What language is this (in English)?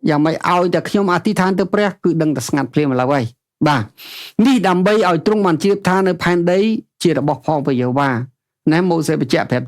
Khmer